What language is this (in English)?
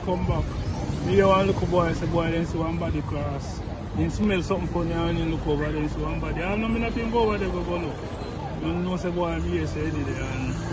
Jamaican Creole English